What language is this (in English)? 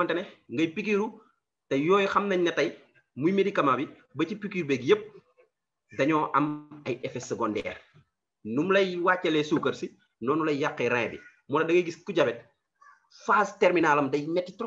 Wolof